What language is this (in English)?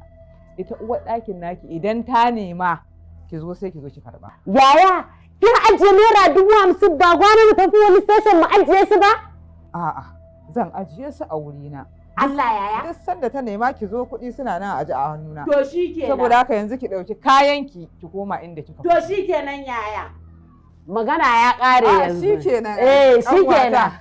Hausa